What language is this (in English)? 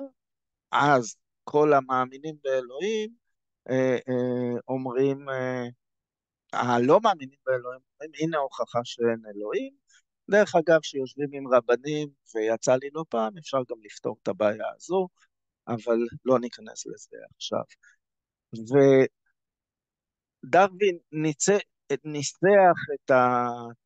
Hebrew